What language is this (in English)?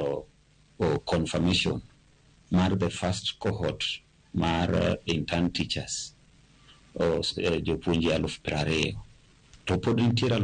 Luo (Kenya and Tanzania)